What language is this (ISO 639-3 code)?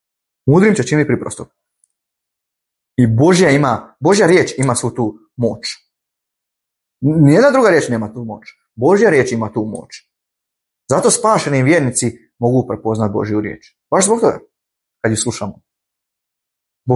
hrv